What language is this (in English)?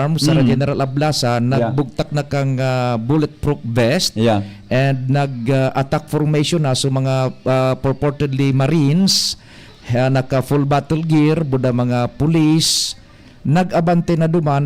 Bikol